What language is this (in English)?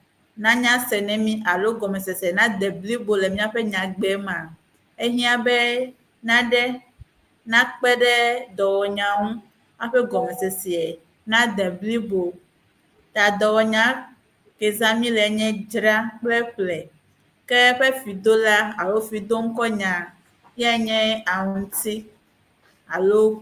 Ewe